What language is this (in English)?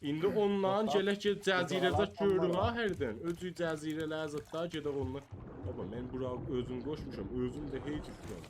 South Azerbaijani